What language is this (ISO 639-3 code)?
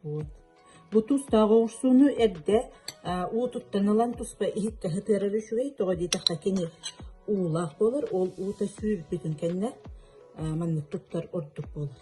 sah